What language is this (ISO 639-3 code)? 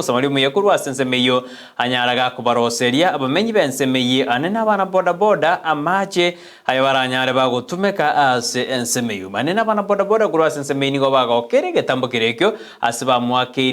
guz